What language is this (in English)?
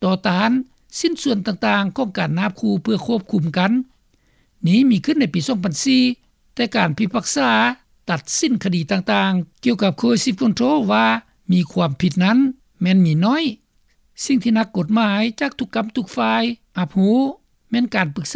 Lao